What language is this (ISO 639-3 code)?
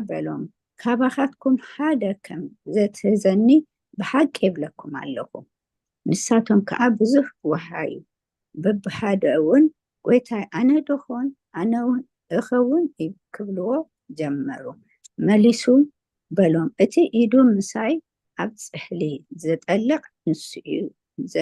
tir